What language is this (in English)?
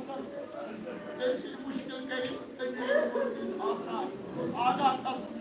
Kashmiri